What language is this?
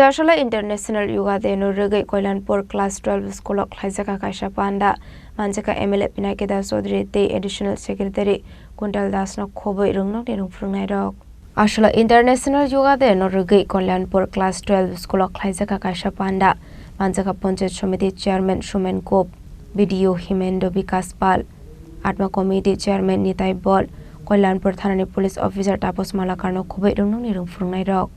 Kok Borok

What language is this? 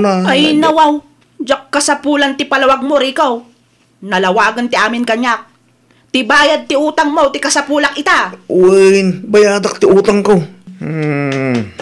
Iloko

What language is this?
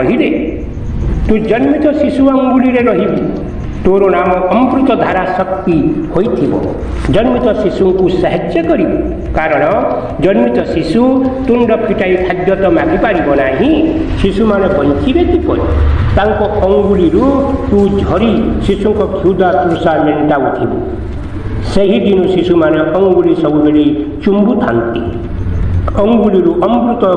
Odia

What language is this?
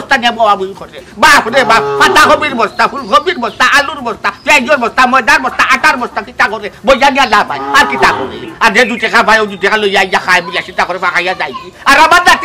Sylheti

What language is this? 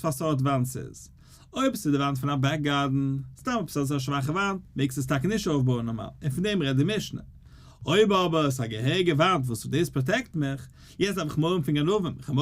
Yiddish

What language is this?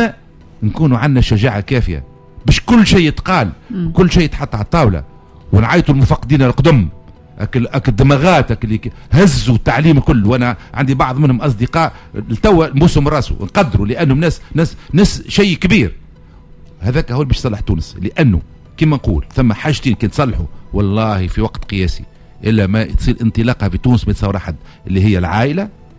Tunisian Arabic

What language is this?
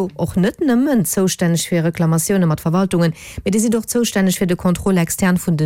Luxembourgish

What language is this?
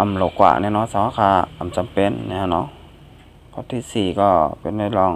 Shan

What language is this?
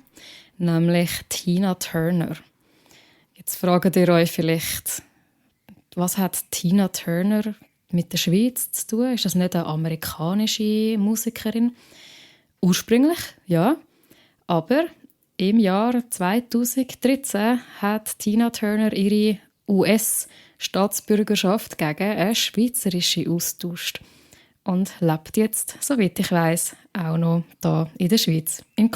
Swiss German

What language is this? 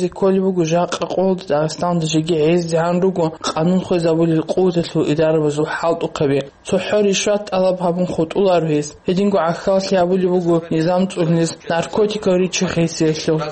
Avaric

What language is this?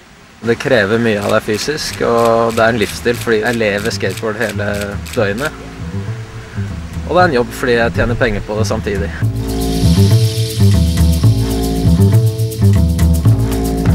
Norwegian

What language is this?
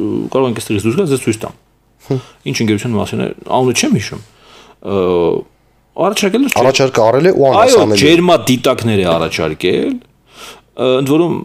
Armenian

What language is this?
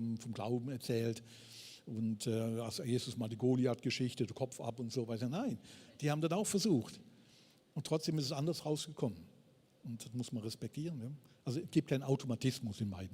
Swiss German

